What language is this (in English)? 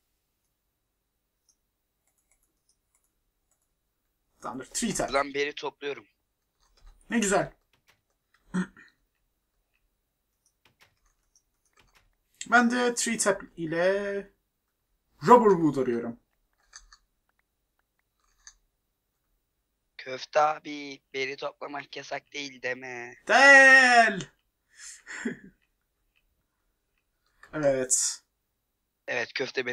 Turkish